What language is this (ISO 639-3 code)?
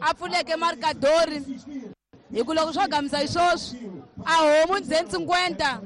tso